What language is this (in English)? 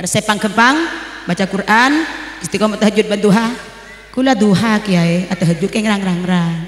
Madurese